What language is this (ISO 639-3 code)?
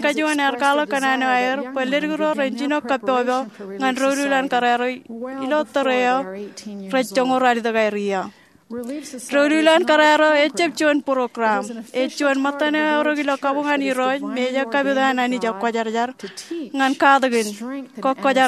mah